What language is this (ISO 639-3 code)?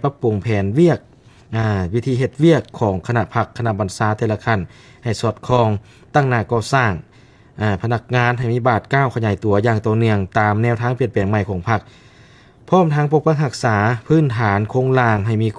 lao